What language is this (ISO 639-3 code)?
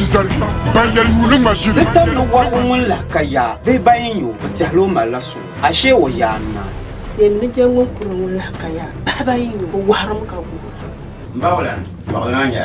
dag